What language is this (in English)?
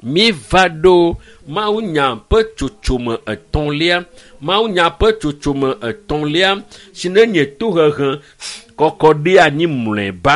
Ewe